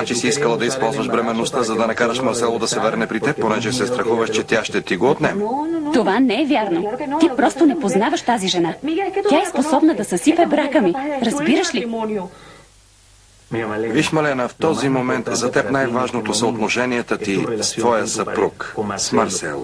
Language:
Bulgarian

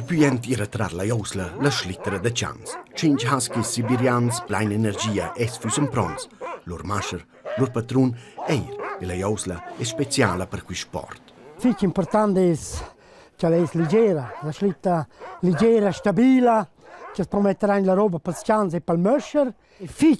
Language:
Romansh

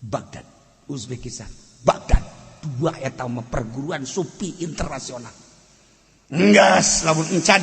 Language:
Sundanese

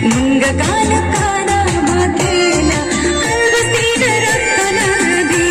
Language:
Galo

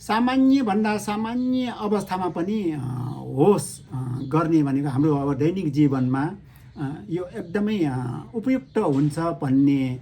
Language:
Nepali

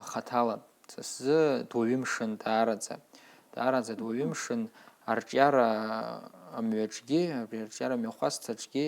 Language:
Abkhazian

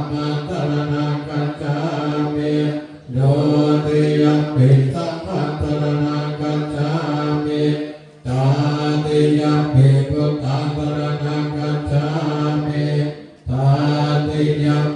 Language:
Pali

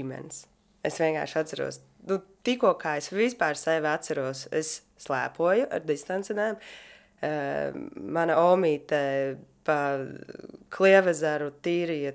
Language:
Latvian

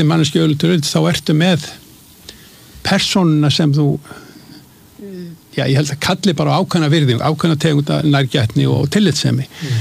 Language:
Icelandic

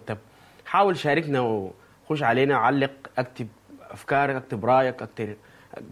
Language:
Sudanese Arabic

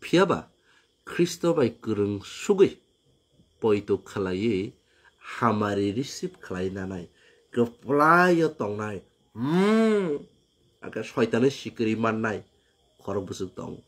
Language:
Kok Borok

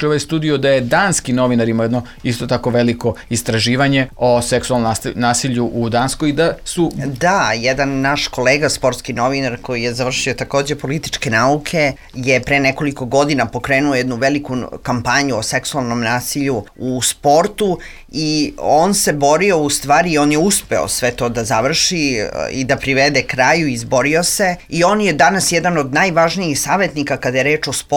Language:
Serbian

